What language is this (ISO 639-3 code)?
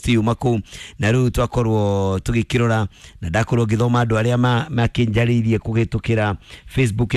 kik